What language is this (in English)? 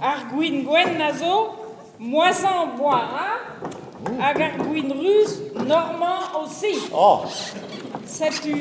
Breton